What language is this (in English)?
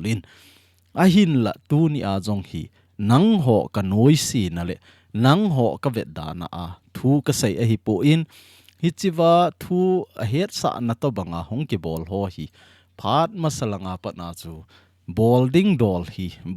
Thado Chin